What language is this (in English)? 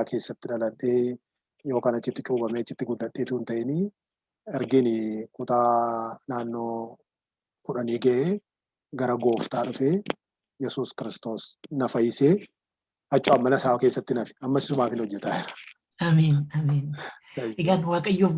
Oromo